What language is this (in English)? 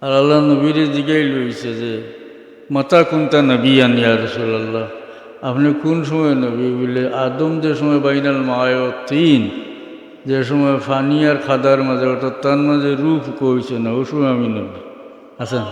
Sylheti